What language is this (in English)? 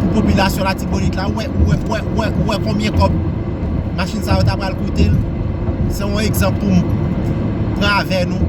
Haitian Creole